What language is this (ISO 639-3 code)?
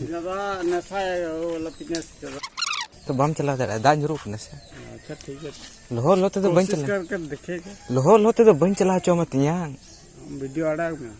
sat